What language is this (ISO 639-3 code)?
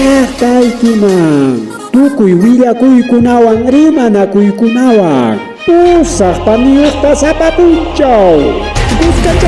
quy